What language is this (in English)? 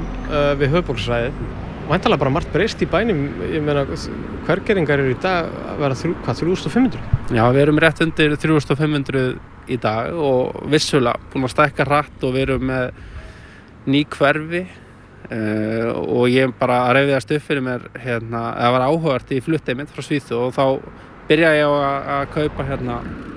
Icelandic